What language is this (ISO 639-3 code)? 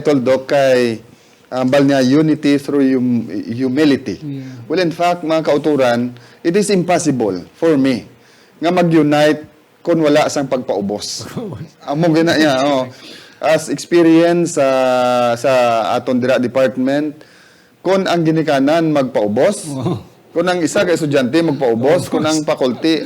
hil